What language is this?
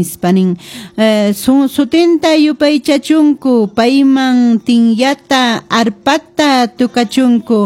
Quechua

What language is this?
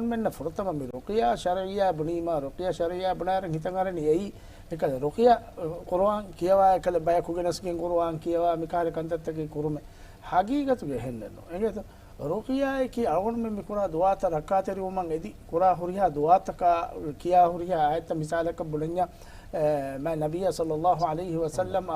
Divehi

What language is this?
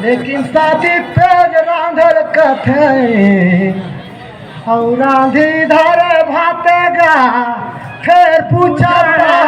Surgujia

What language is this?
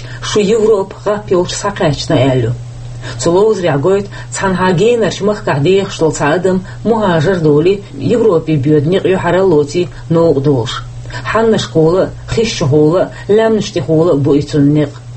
Chechen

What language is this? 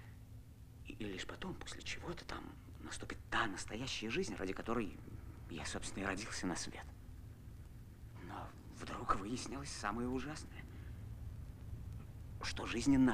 Russian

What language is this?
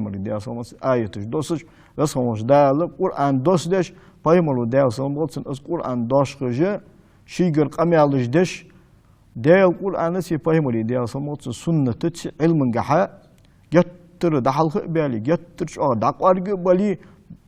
Ingush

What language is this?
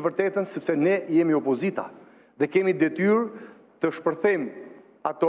Albanian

